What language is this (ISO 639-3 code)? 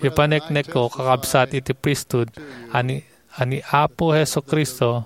ilo